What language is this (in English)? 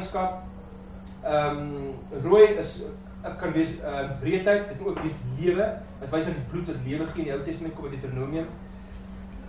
Afrikaans